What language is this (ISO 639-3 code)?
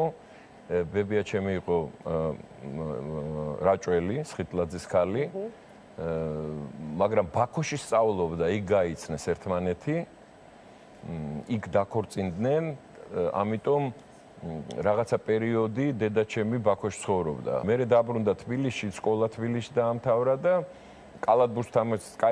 kat